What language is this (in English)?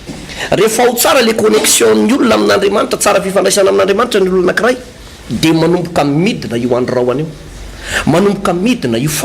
Malagasy